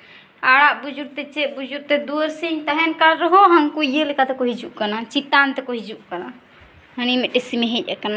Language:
Santali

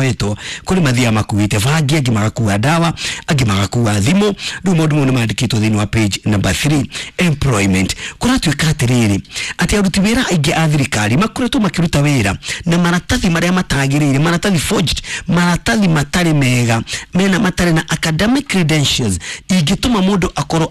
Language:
Kikuyu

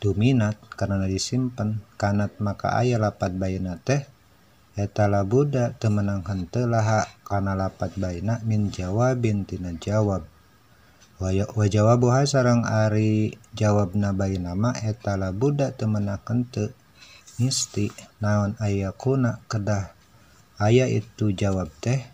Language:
Sundanese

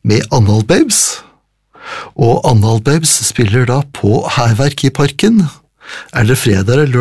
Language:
Norwegian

